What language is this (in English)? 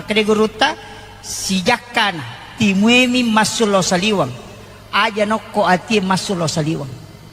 Buginese